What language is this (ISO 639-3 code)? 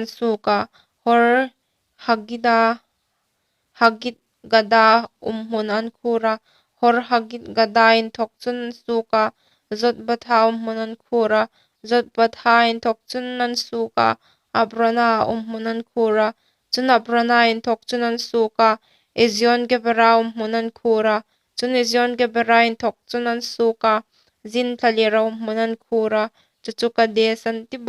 hmr